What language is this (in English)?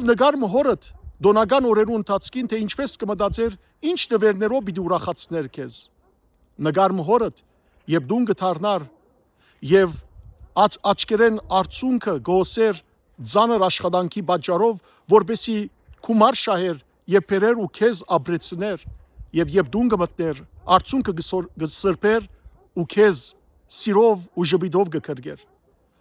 Western Armenian